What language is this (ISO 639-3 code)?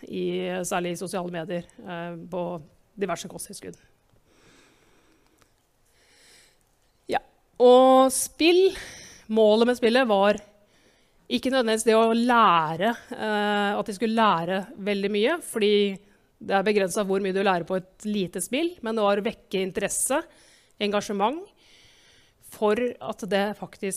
nor